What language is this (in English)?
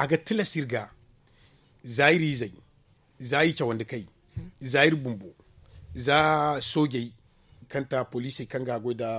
Zarma